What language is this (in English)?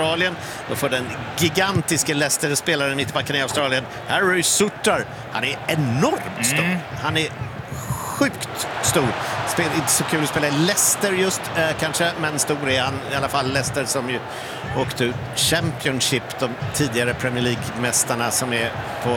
Swedish